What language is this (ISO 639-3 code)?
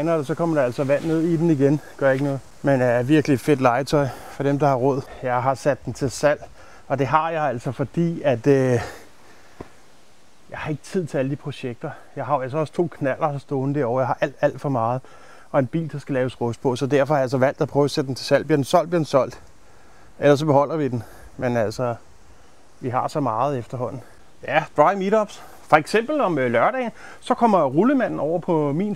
dan